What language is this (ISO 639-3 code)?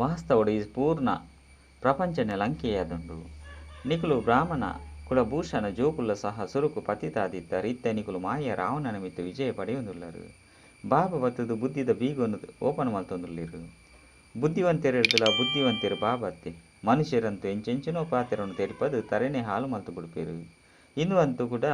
tcy